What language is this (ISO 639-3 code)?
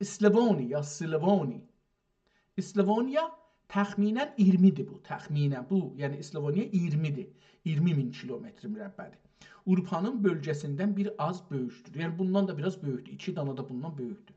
azb